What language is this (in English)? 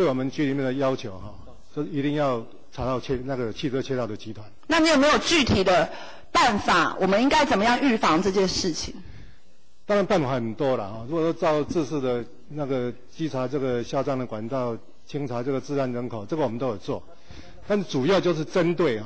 Chinese